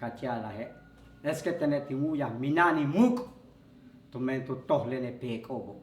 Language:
Yucateco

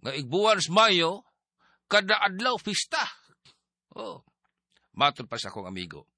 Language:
Cebuano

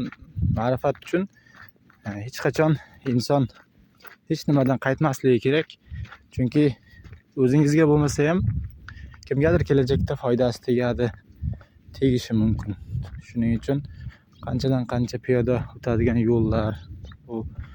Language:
Uzbek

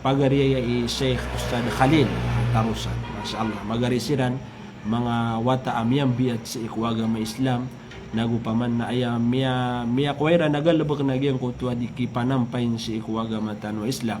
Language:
Maranao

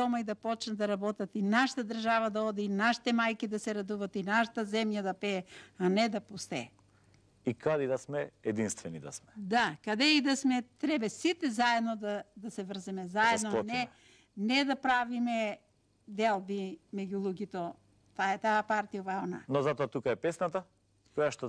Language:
Macedonian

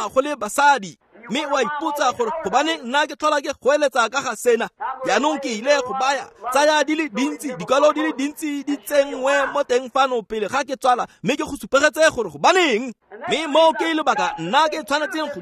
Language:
Tswana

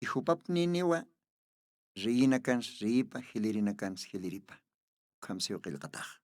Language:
Aymara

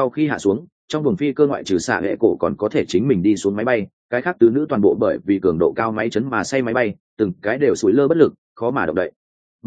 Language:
Vietnamese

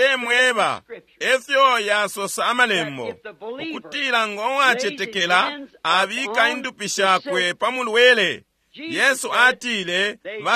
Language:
Bemba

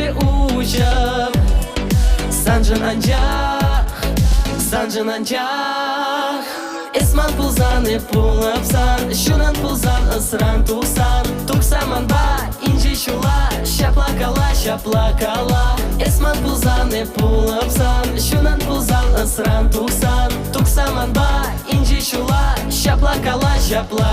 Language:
Chuvash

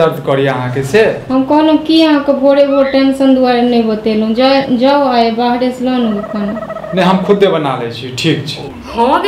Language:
Maithili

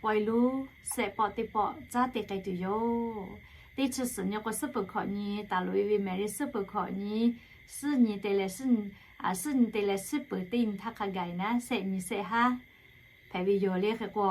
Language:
Lahu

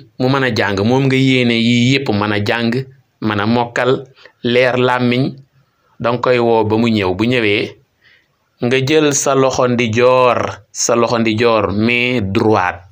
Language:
Wolof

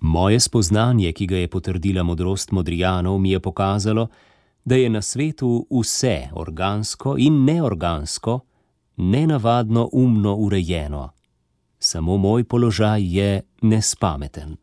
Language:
Slovenian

